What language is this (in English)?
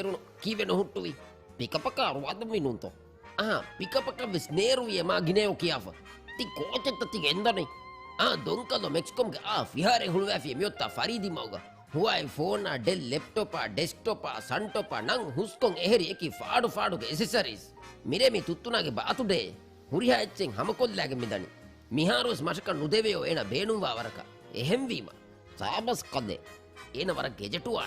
Divehi